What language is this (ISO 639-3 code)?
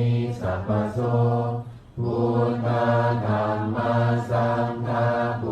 pli